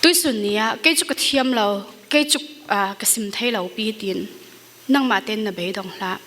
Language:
Falam Chin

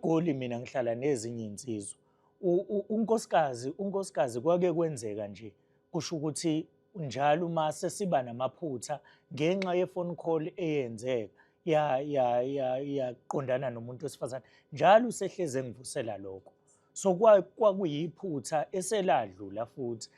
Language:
Zulu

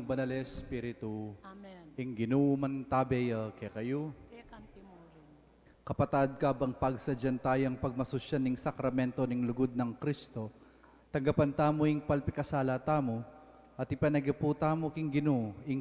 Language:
Pampanga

